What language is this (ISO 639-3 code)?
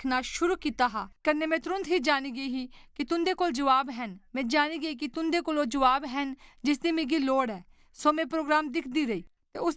doi